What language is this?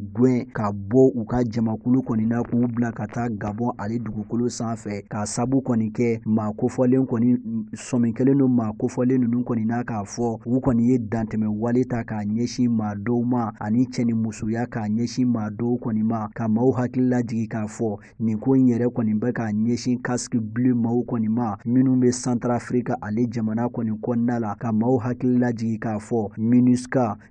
Bambara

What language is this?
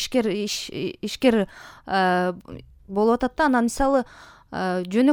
Kyrgyz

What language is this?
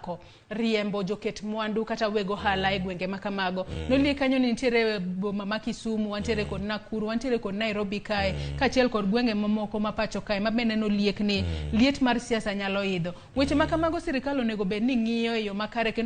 Luo (Kenya and Tanzania)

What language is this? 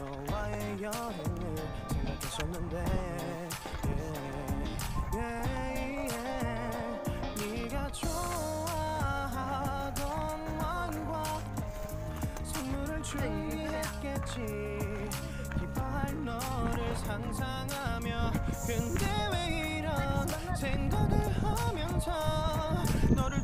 Korean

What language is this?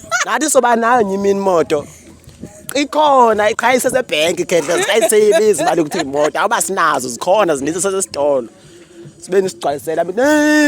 Zulu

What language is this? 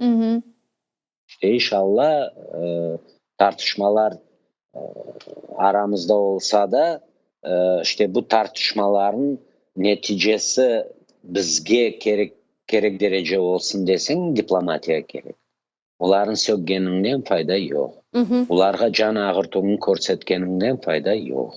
Crimean Tatar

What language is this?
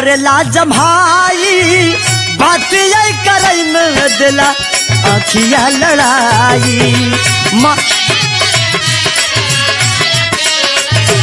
Bhojpuri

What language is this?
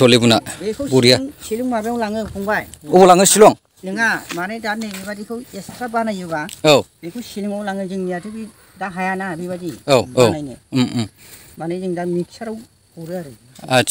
Bodo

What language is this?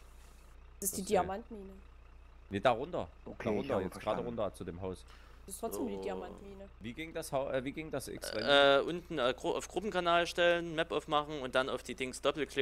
German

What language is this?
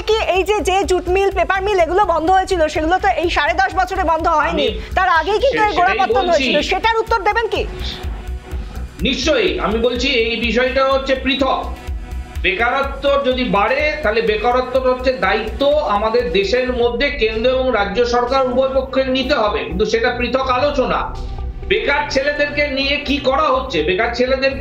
Bangla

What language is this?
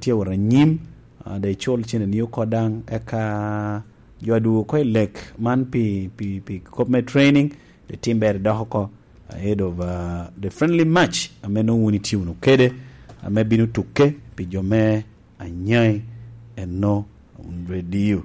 Lango (Uganda)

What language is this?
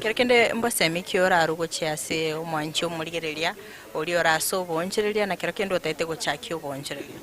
Gusii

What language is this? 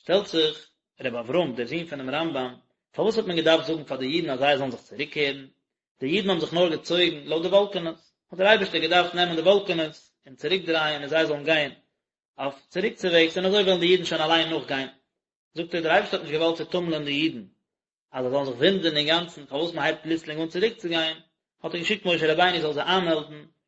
Yiddish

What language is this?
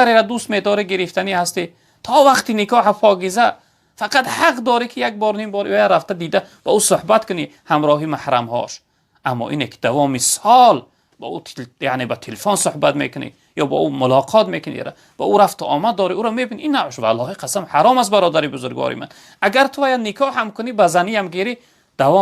Tajik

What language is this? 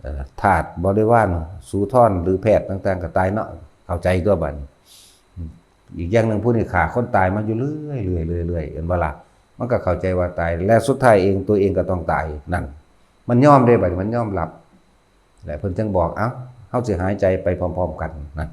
Northeastern Thai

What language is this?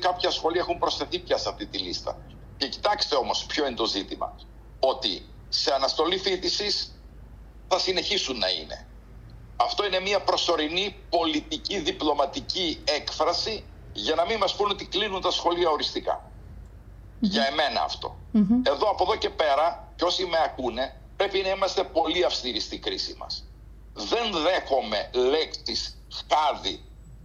Greek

